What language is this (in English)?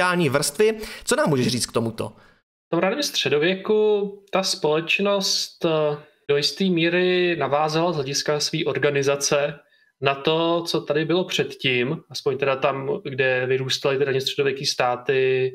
Czech